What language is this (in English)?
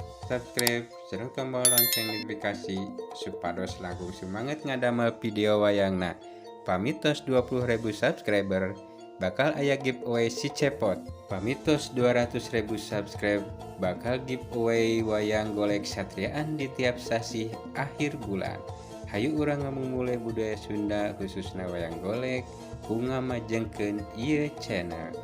Sundanese